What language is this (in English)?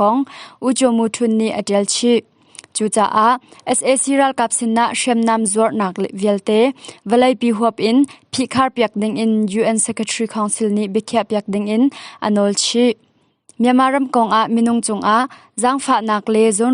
Hakha Chin